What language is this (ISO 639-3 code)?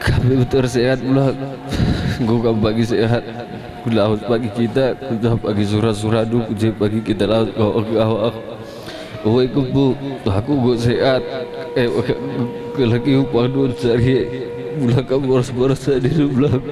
btx